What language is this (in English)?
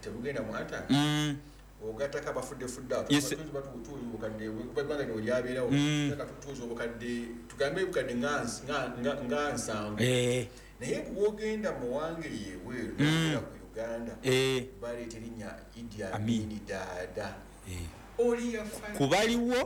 Ganda